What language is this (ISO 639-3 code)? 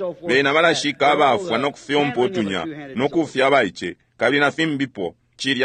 bem